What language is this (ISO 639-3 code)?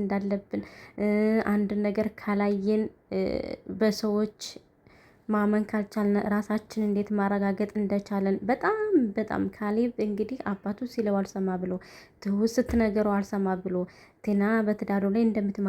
amh